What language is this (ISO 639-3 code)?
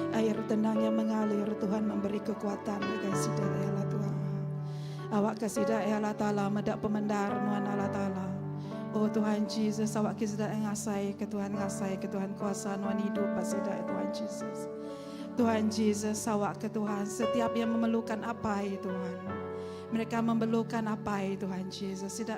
iba